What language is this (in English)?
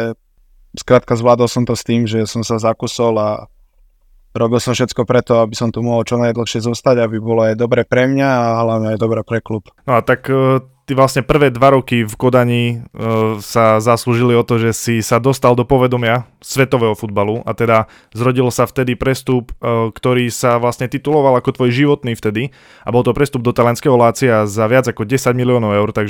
Slovak